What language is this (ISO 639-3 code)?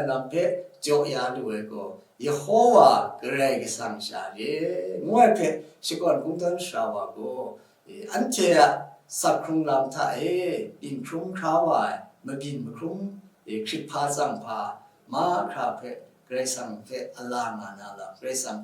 kac